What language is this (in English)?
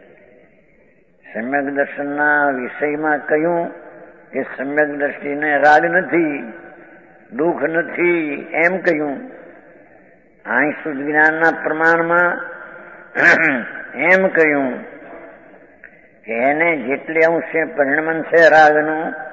Gujarati